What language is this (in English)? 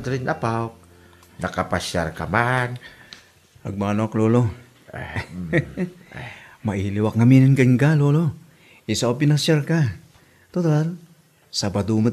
Iloko